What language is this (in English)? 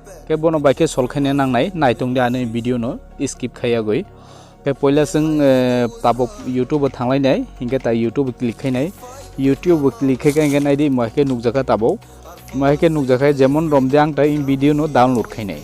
Kok Borok